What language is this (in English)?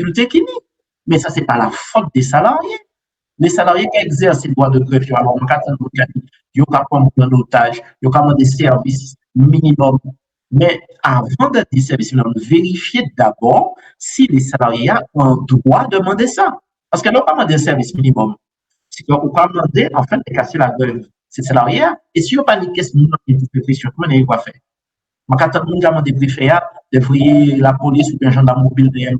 Guadeloupean Creole French